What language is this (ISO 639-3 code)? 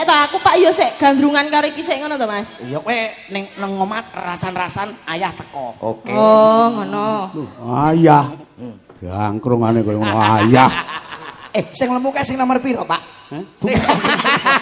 jav